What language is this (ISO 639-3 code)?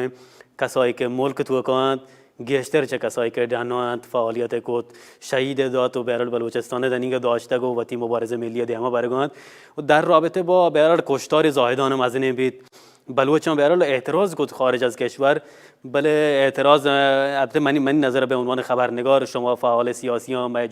bal